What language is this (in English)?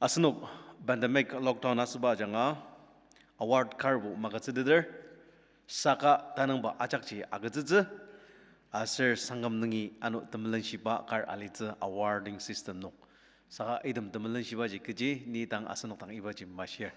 Ao Naga